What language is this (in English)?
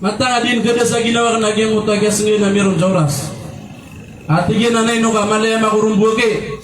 Maranao